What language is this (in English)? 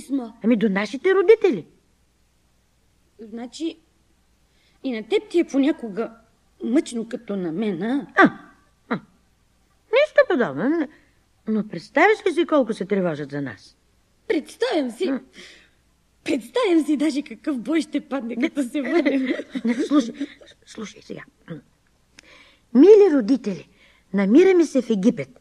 Bulgarian